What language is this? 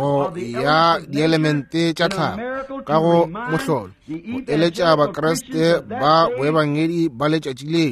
Northern Sotho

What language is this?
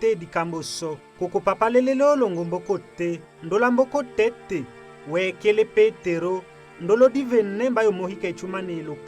Tetela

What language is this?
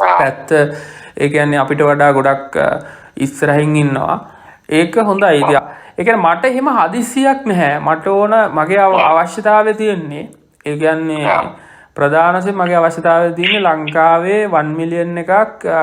Sinhala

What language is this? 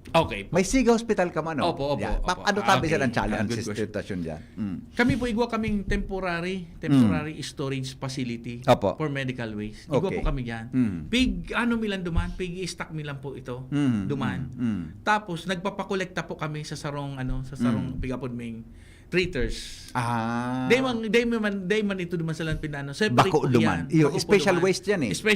Bikol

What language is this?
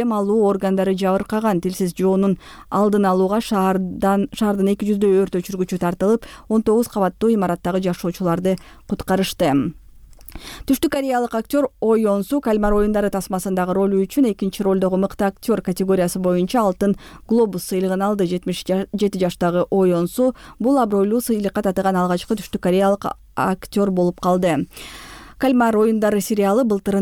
Kyrgyz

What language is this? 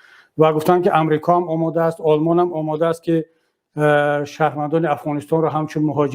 Tajik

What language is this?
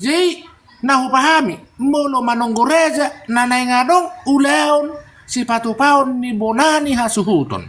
Batak Toba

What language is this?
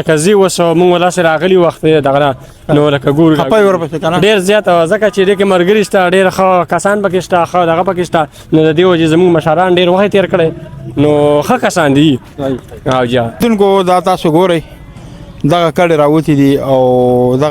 Pashto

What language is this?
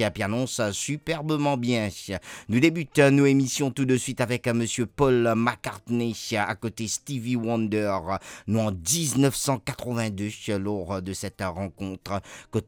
Morisyen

